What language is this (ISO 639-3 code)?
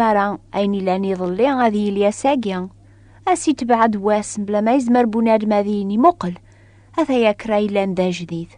kab